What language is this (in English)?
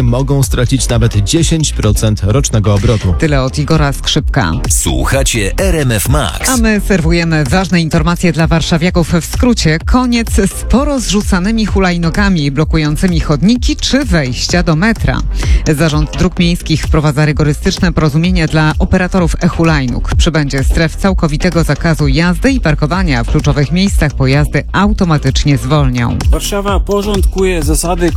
Polish